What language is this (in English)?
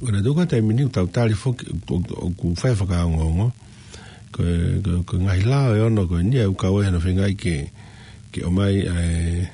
Tongan